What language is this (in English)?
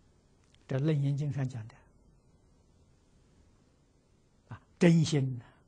Chinese